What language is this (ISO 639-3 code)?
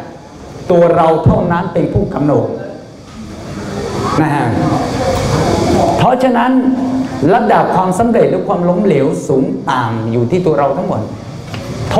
tha